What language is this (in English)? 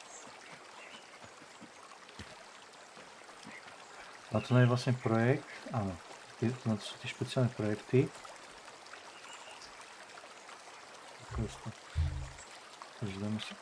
Slovak